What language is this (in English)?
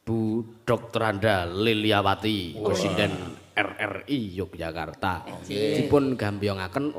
Javanese